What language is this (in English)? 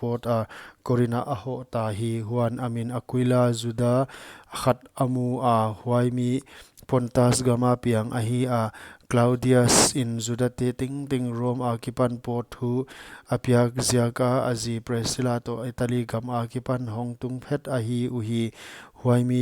Paite Chin